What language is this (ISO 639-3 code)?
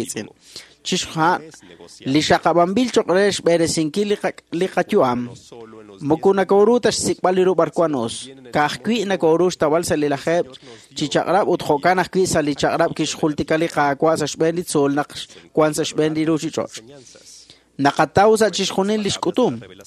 kek